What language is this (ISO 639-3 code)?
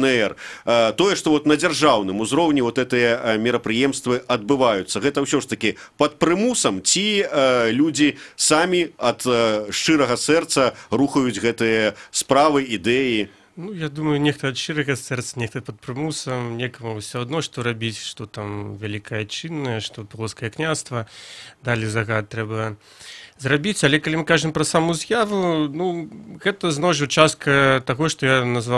bel